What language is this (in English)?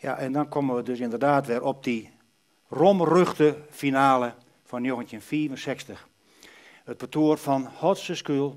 Western Frisian